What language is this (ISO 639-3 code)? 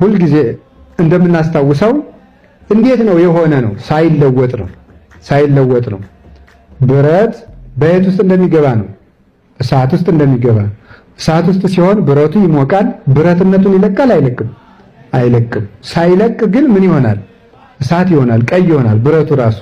amh